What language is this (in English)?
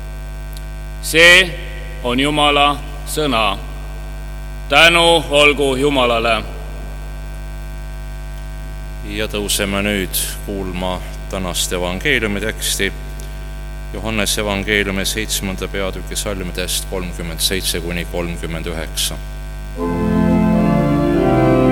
Estonian